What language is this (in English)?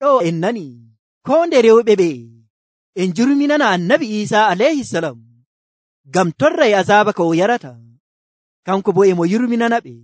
Nigerian Fulfulde